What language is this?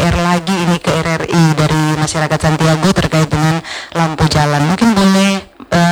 Indonesian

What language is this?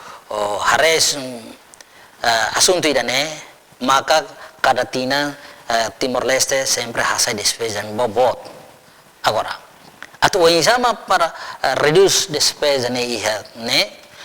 Tetum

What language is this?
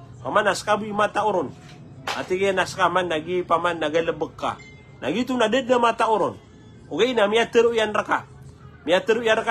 Maranao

